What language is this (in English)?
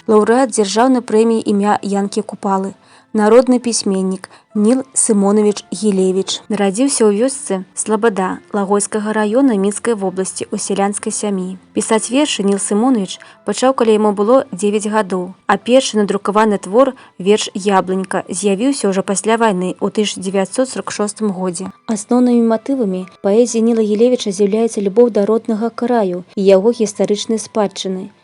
Belarusian